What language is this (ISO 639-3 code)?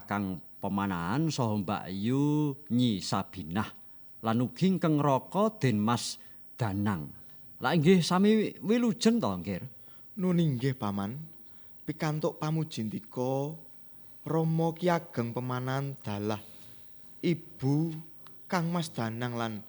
jav